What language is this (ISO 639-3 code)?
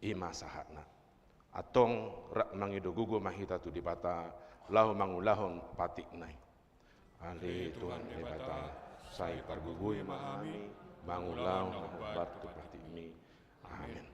bbc